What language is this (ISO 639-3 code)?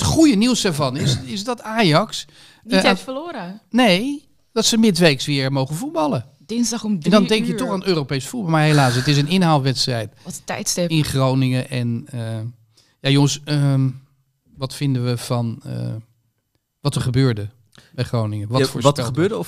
nld